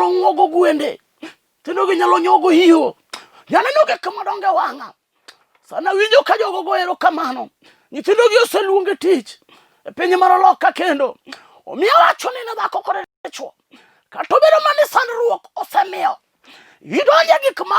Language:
Luo (Kenya and Tanzania)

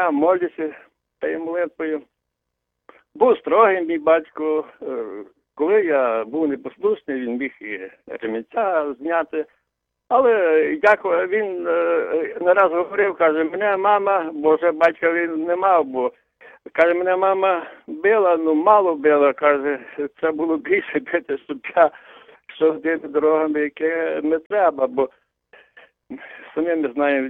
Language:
Ukrainian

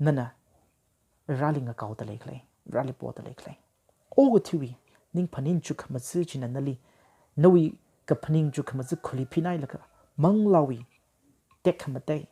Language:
Tangkhul Naga (India)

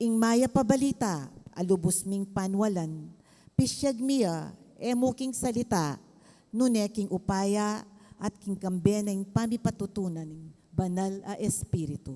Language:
Pampanga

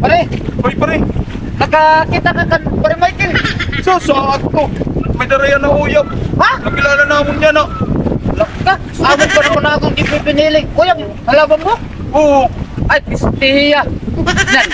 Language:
Waray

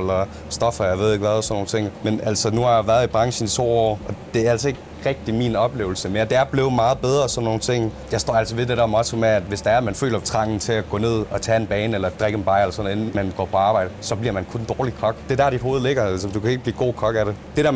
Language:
Danish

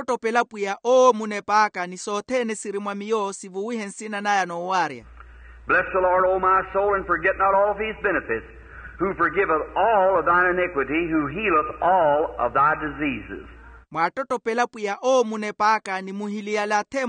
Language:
Makhuwa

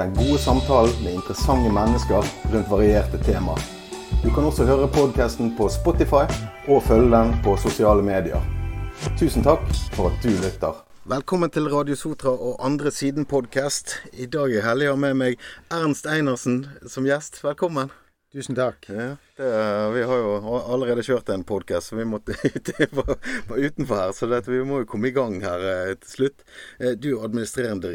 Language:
Norwegian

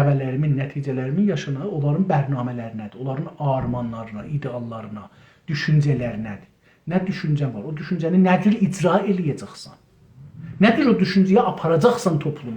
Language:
South Azerbaijani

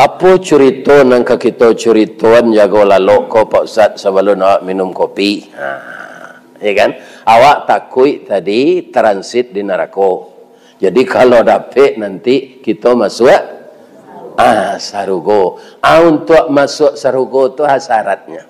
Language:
Minangkabau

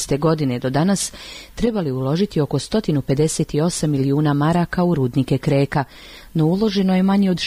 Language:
Bosnian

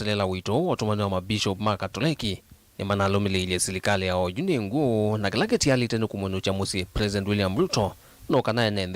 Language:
Kamba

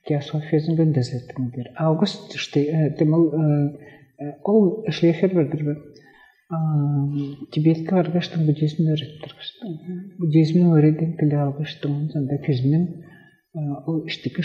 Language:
Tuvinian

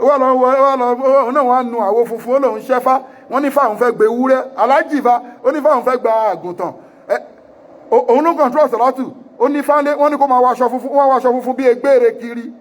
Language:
Yoruba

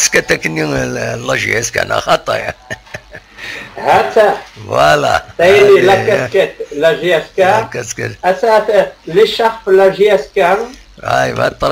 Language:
Kabyle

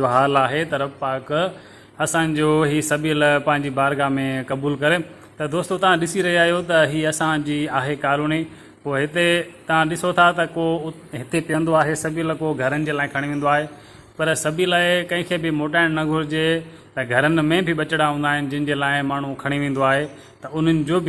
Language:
Sindhi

